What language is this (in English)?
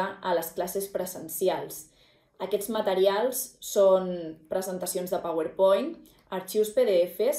Catalan